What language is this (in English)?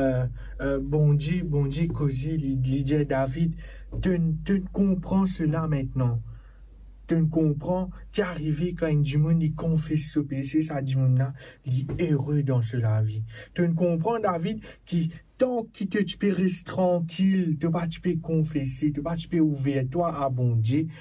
Morisyen